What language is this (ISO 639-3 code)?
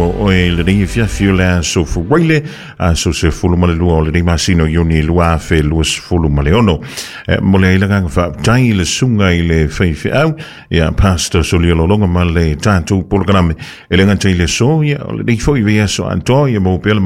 smo